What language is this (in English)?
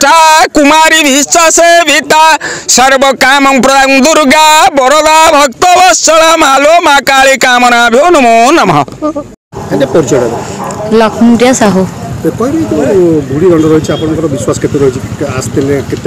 Odia